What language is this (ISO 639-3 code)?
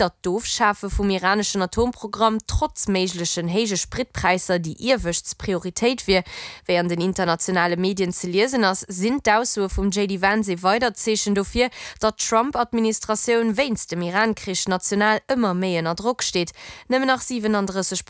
ltz